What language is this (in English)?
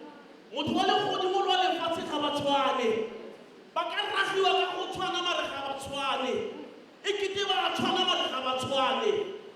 Tswana